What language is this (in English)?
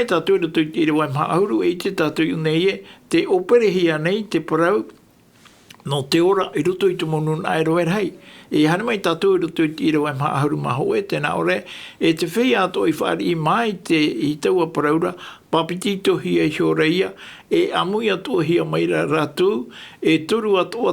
Tahitian